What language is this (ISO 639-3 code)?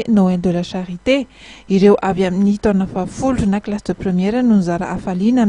mlg